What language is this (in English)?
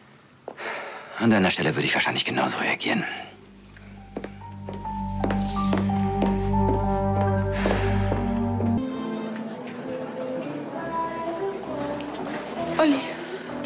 German